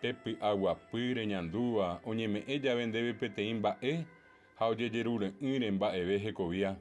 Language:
Guarani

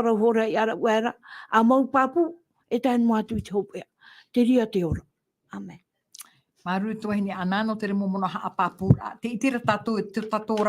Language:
Tahitian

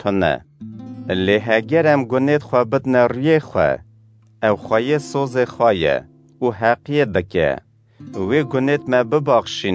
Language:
Kurdish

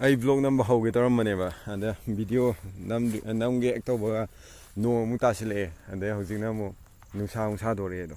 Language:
Manipuri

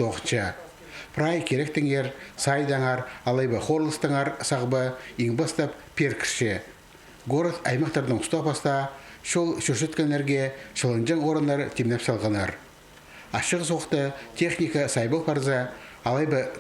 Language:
Khakas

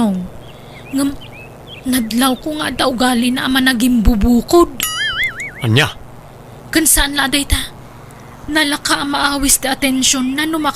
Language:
Iloko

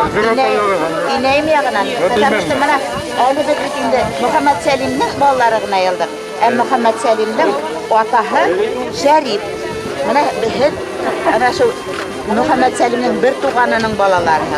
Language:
Bashkir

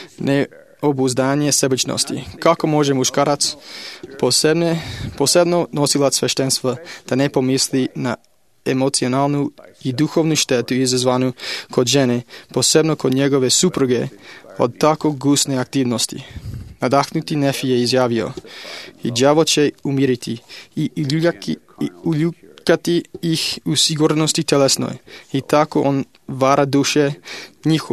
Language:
Serbian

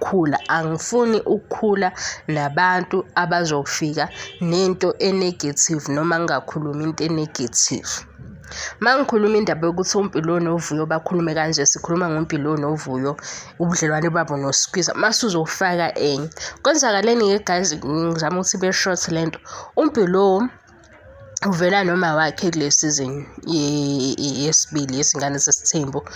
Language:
Zulu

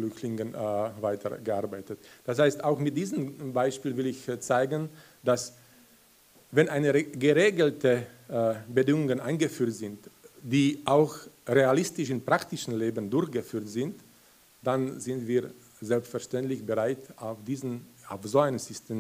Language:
German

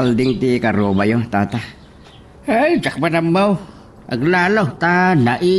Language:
Iloko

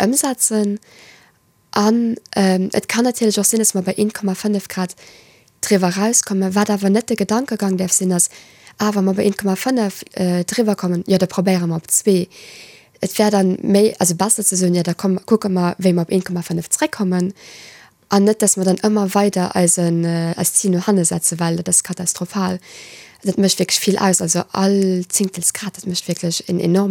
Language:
Luxembourgish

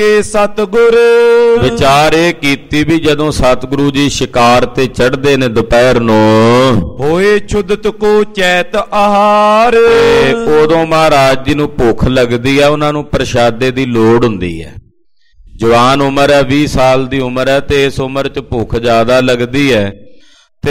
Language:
Punjabi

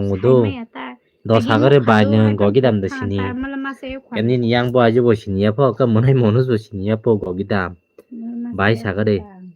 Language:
Kok Borok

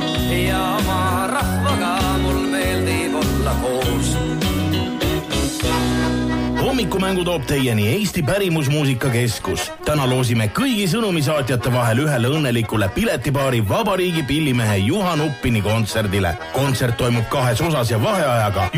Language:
Estonian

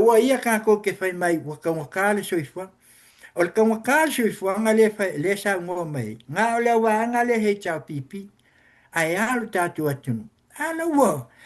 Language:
Samoan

